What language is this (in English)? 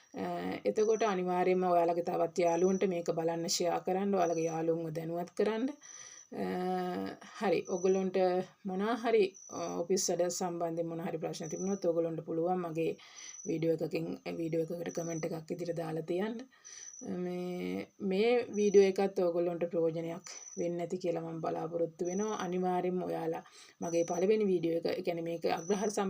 Sinhala